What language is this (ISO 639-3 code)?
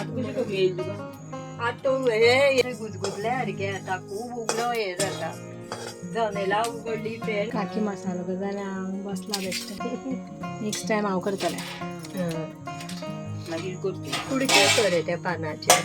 kok